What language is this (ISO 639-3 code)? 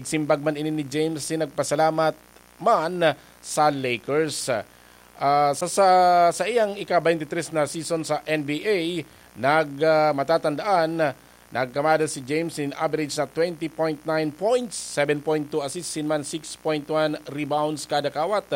bik